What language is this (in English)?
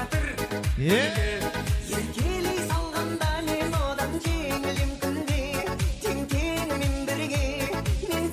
Kara-Kalpak